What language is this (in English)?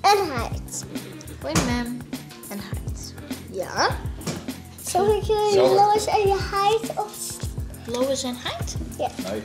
Western Frisian